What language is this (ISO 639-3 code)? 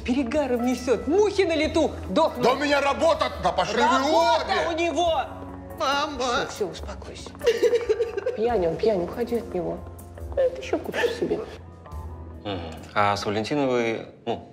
rus